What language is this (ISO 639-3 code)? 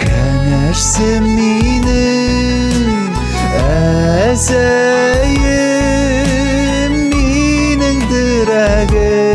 bak